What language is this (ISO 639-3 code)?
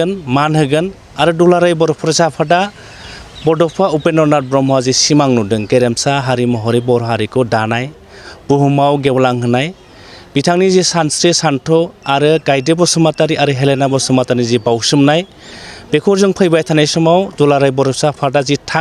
brx